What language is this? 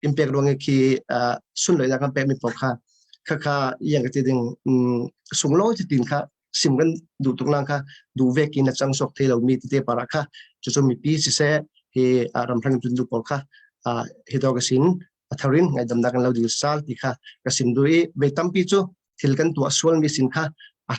Falam Chin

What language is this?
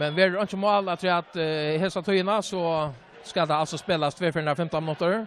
Faroese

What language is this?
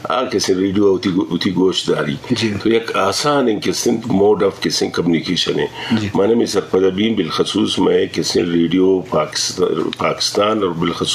Eastern Balochi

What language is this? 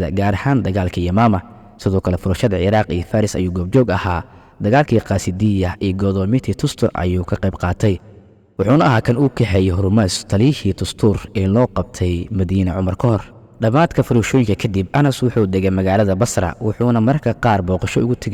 Somali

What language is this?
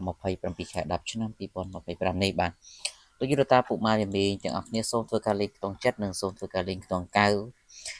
Khmer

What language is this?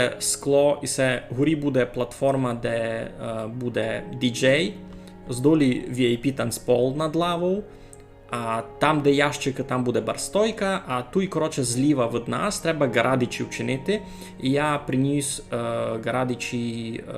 Rusyn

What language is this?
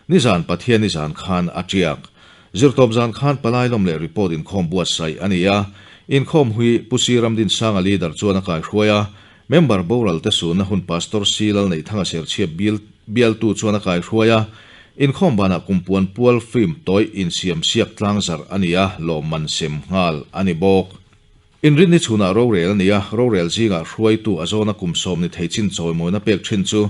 Mizo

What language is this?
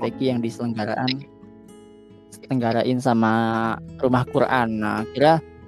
Indonesian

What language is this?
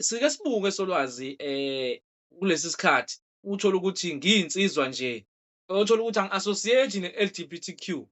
Zulu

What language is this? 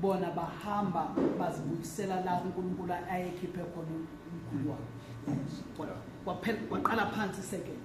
Zulu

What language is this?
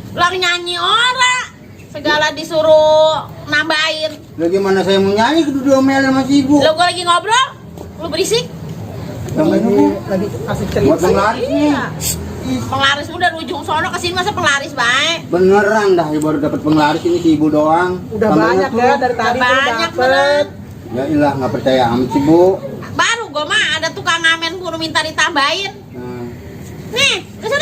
Betawi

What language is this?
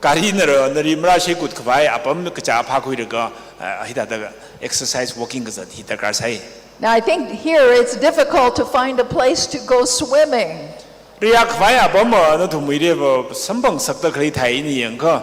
Tangkhul Naga (India)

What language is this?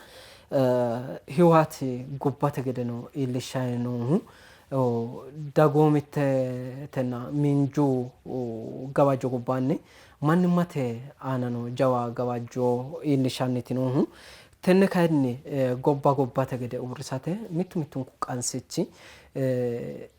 Sidamo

